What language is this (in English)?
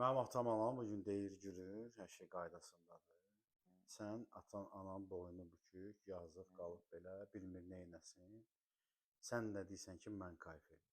Azerbaijani